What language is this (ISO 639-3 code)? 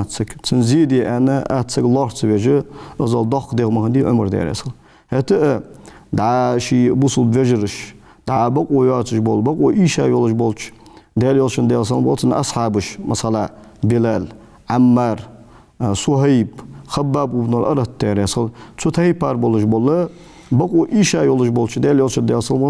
inh